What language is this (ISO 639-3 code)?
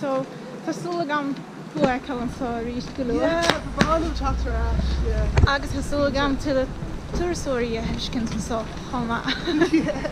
gle